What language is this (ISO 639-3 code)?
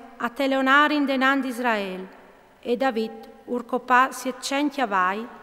fur